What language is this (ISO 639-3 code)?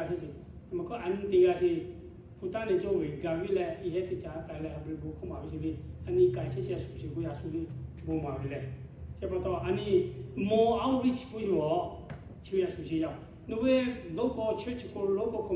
lhu